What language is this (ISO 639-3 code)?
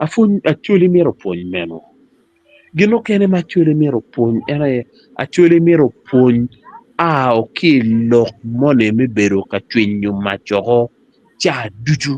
ach